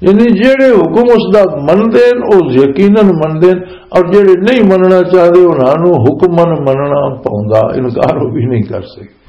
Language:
Western Panjabi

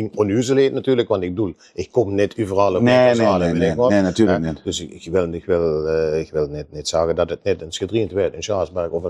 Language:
Limburgish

